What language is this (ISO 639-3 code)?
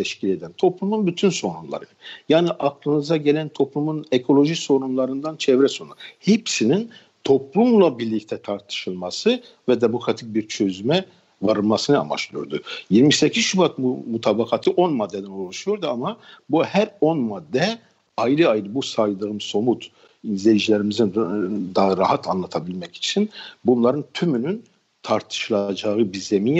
tur